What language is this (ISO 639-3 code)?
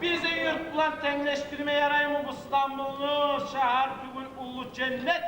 kum